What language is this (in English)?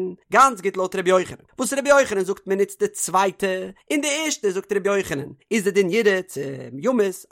Yiddish